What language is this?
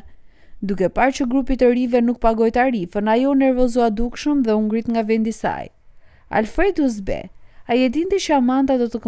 Albanian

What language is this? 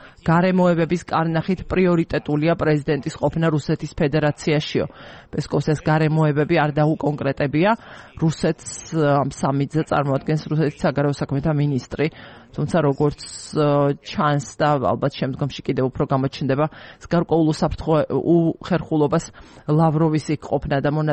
Georgian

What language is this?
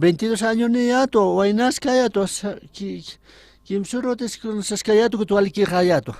Aymara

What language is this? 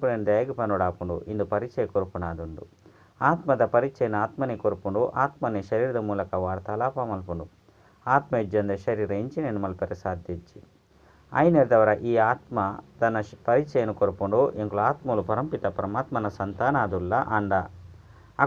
Tulu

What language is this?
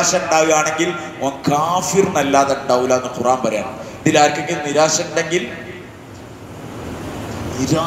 Malayalam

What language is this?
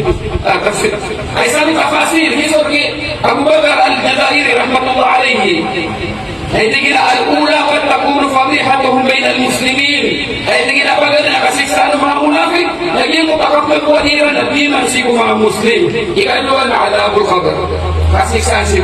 Maranao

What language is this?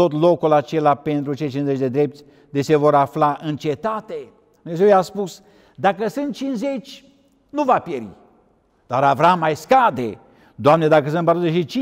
Romanian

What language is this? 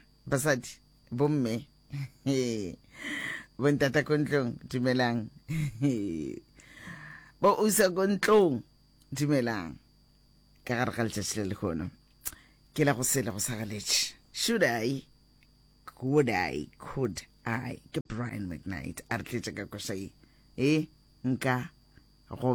Northern Sotho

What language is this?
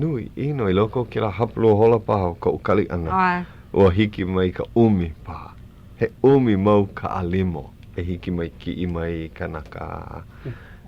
Hawaiian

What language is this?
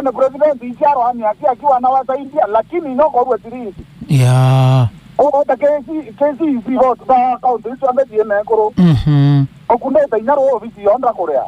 Meru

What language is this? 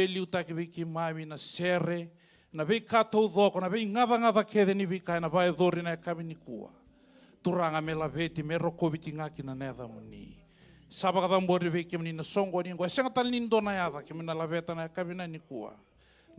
Fijian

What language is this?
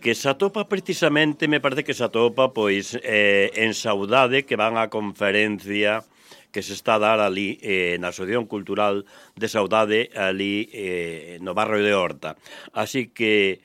Galician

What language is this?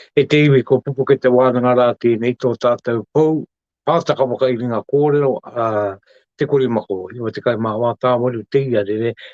Māori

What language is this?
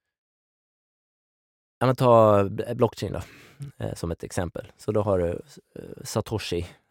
Swedish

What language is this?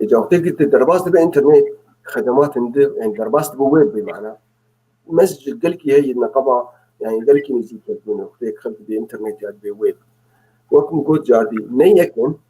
Kurdish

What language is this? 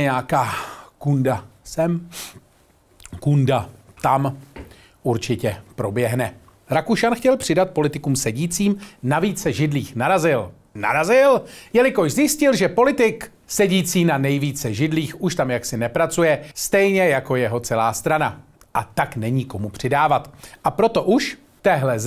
Czech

